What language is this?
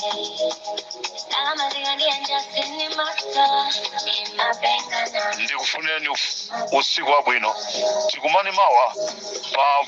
Nyanja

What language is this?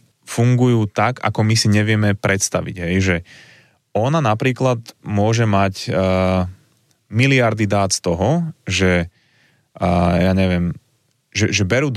Slovak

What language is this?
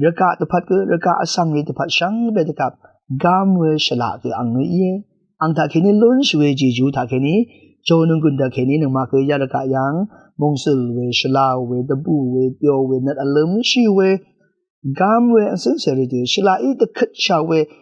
Rawang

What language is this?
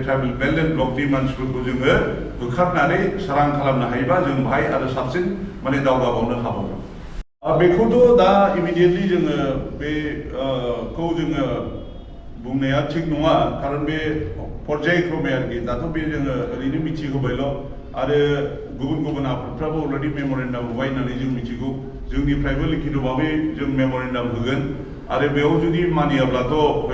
Bodo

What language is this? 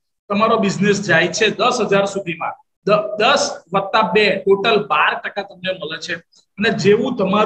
Gujarati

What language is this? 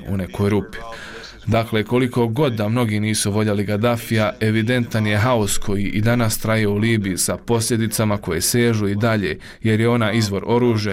Bosnian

